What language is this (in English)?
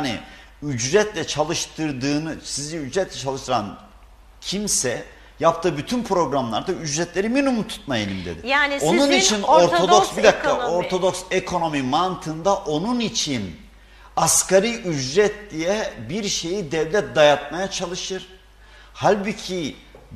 Turkish